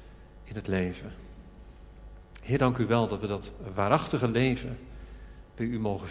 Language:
Dutch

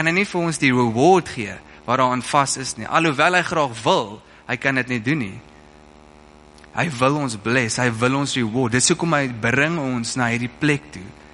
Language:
Afrikaans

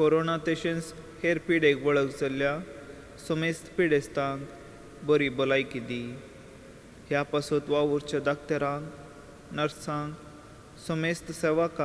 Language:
Konkani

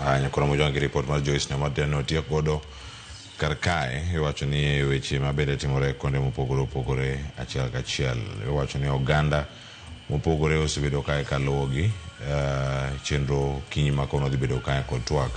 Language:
Luo (Kenya and Tanzania)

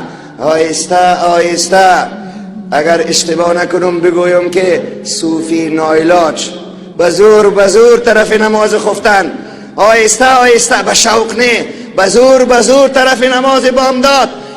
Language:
Tajik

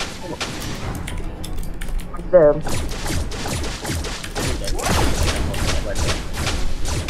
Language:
Malay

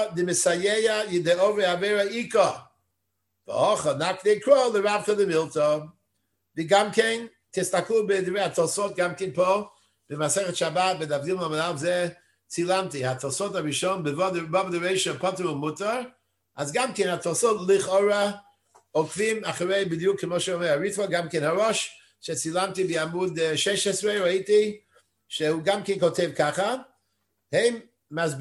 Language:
Hebrew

